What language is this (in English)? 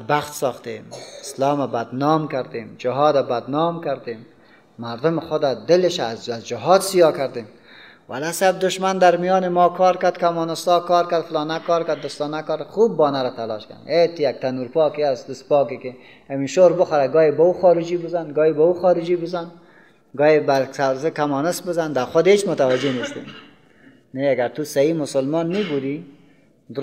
Persian